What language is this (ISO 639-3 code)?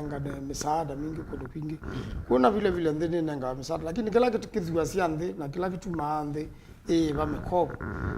kam